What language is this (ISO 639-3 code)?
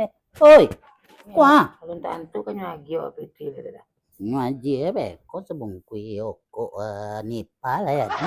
min